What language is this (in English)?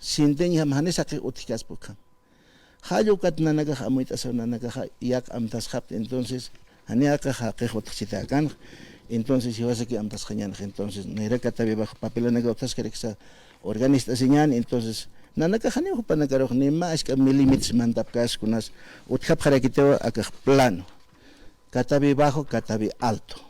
Aymara